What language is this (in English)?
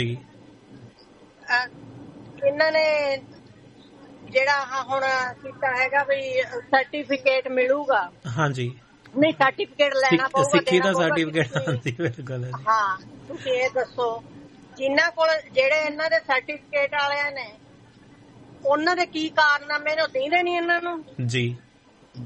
Punjabi